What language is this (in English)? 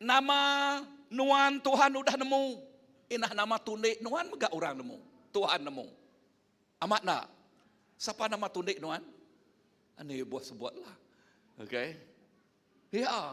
Iban